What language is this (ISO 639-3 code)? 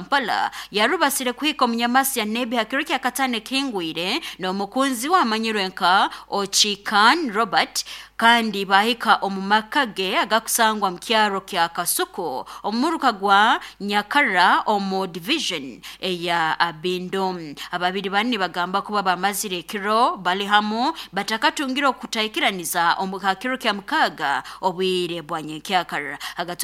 nyn